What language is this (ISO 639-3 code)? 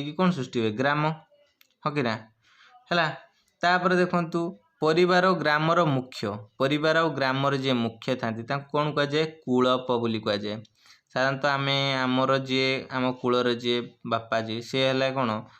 ori